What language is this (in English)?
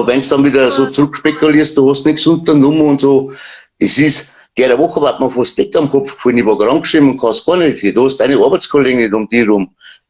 Bavarian